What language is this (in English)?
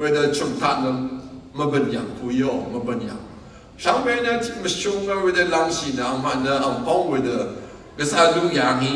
Rawang